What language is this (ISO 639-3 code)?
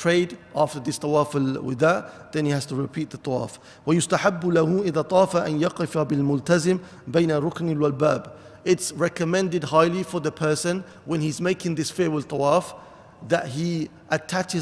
eng